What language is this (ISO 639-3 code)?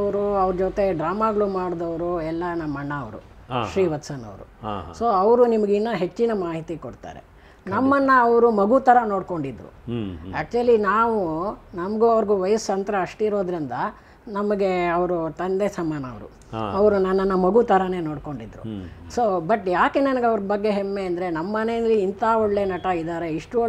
kan